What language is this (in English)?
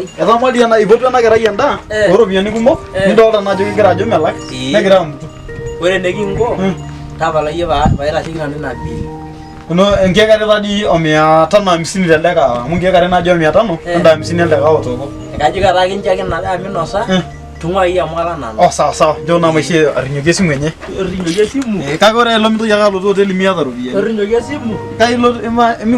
Masai